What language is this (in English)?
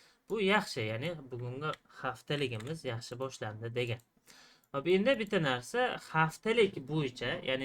Uzbek